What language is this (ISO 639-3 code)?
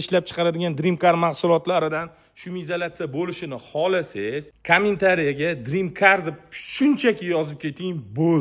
uzb